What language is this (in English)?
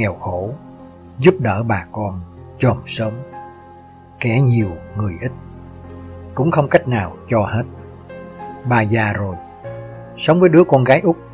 Vietnamese